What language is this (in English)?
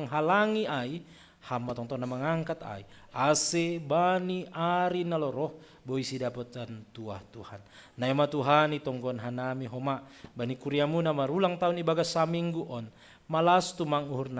Batak Simalungun